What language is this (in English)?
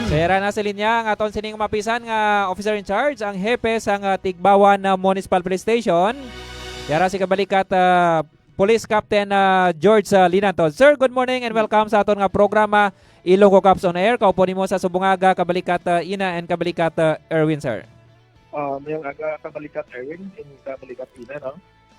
Hiligaynon